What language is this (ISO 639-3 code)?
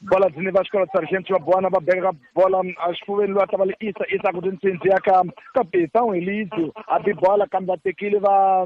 tso